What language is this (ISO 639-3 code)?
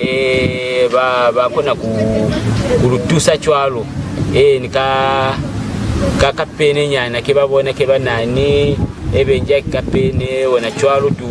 loz